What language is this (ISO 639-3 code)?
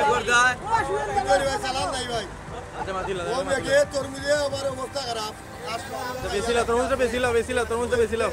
syl